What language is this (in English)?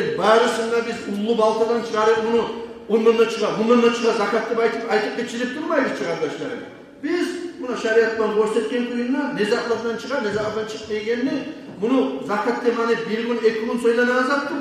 Kumyk